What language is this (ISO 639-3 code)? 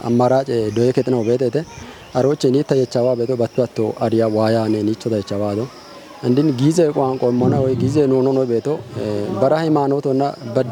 kbr